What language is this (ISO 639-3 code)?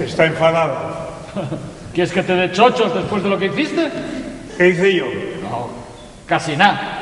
ast